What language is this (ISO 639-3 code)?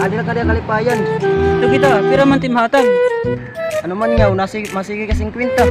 war